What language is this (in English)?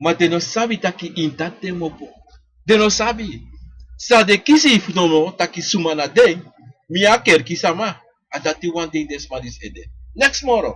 Sranan Tongo